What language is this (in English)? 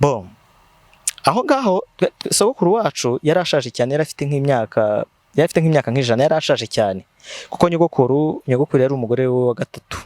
Kinyarwanda